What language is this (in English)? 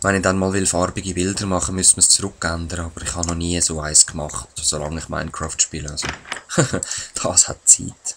Swiss German